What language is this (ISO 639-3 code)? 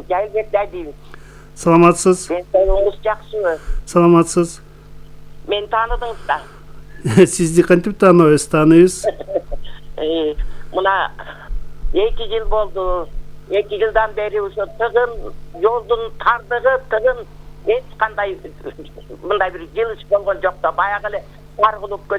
kir